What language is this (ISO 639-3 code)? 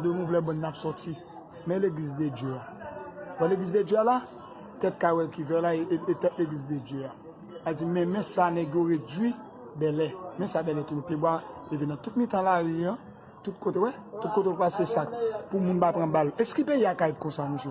hat